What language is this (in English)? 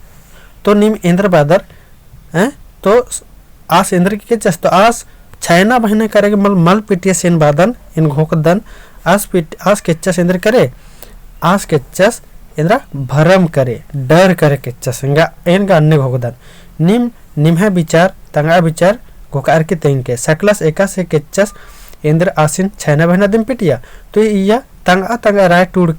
Kurukh